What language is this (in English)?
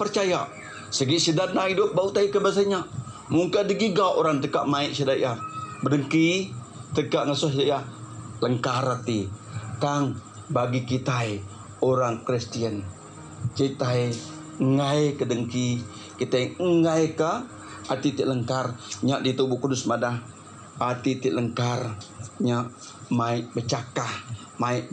Iban